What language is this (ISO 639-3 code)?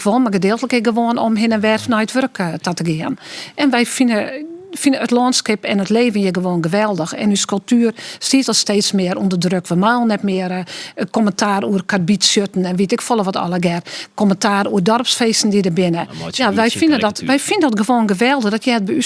fry